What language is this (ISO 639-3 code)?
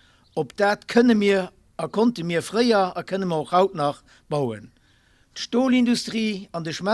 ltz